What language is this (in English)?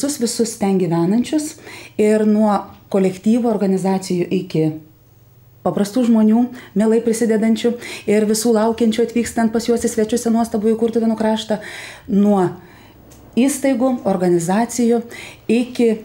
Lithuanian